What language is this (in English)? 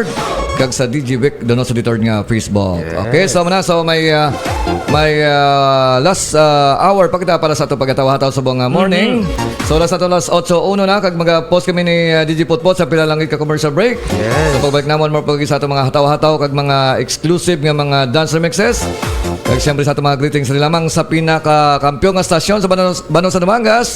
Hiligaynon